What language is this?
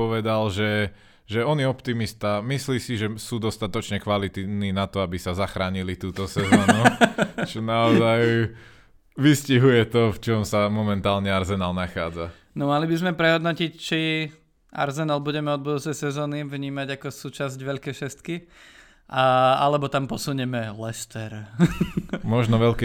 Slovak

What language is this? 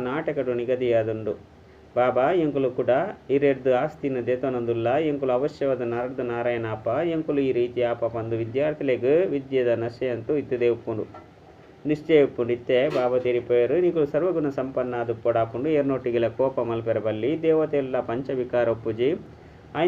Tulu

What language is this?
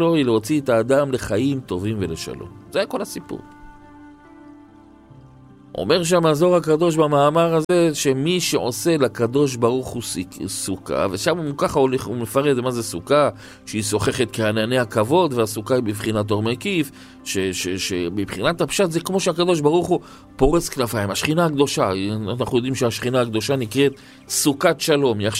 Hebrew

